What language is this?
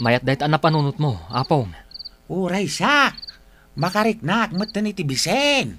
Iloko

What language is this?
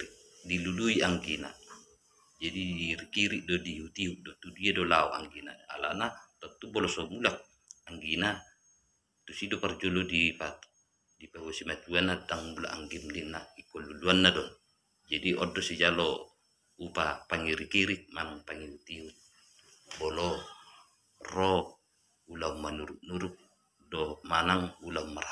Batak Toba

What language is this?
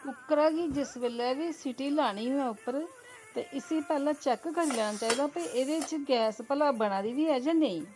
Dogri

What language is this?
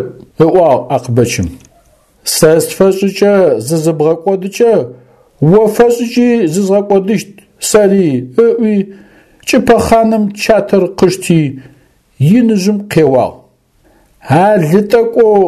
Adyghe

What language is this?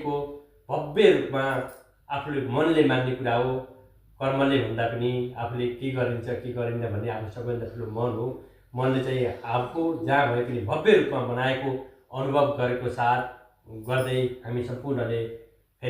Nepali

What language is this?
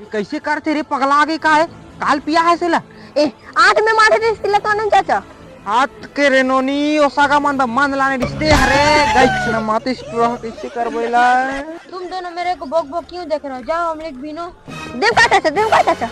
Chhattisgarhi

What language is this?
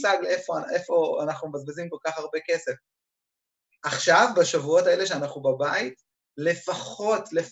Hebrew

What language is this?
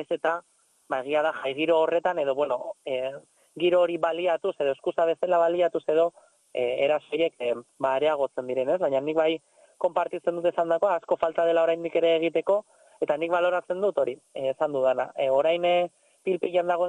Basque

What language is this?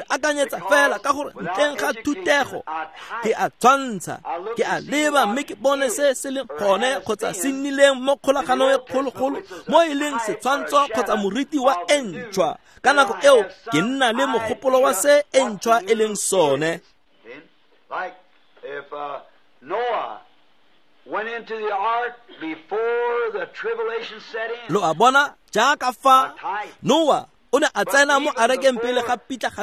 Tswana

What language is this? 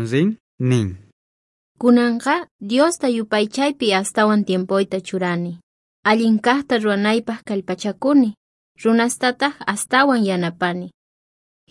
South Bolivian Quechua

